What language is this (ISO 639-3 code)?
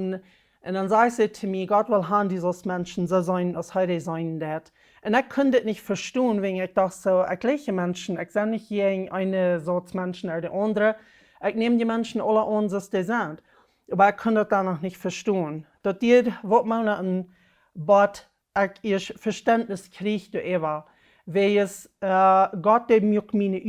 pdt